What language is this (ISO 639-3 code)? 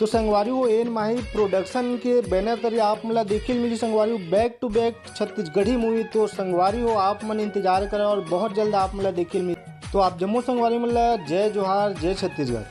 hne